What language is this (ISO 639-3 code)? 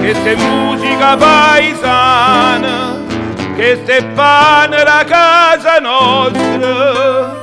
nap